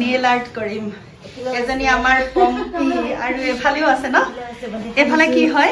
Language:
Assamese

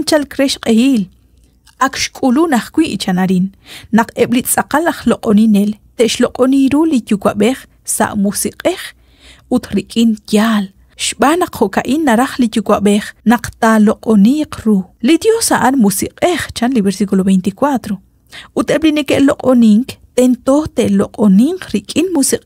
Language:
Kekchí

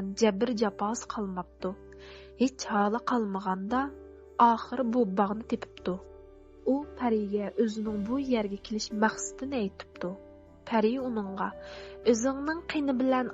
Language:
Uyghur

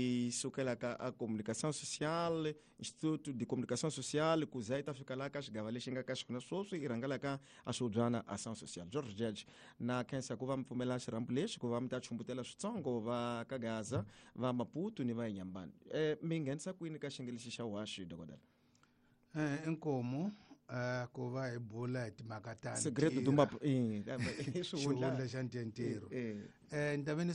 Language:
Tsonga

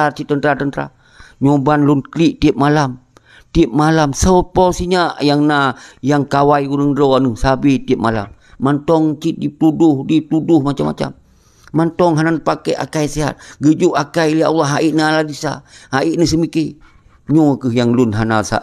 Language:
Achinese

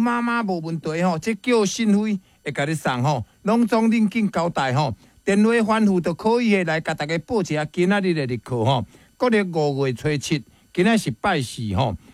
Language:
Min Nan Chinese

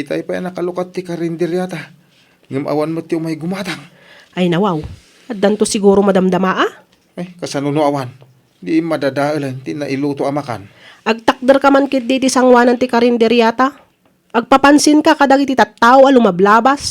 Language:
Iloko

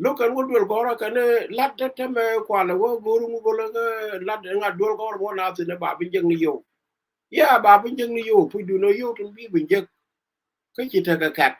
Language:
Nuer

